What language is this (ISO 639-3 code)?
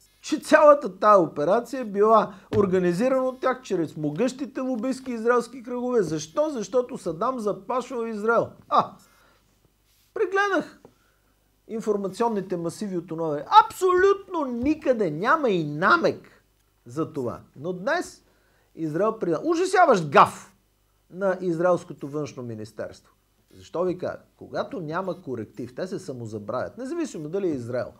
bul